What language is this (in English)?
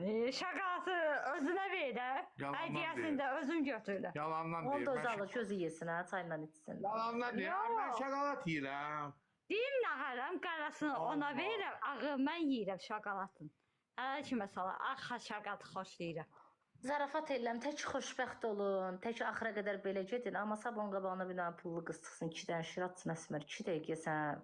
Azerbaijani